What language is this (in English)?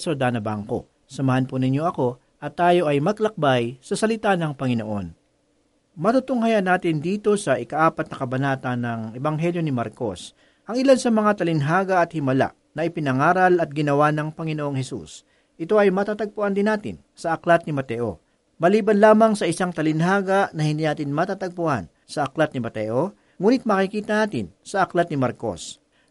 Filipino